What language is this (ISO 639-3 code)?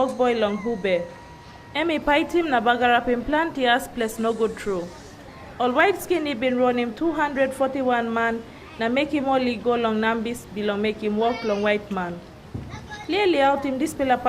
tpi